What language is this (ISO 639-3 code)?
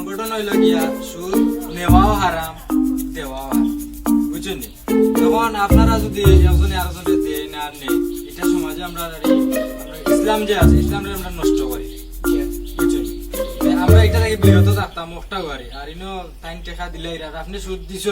syl